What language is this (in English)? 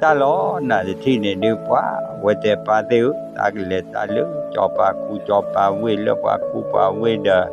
S'gaw Karen